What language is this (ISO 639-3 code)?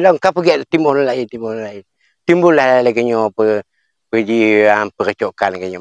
ace